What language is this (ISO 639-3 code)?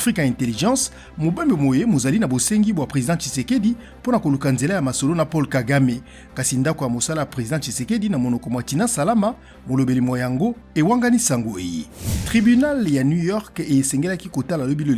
lin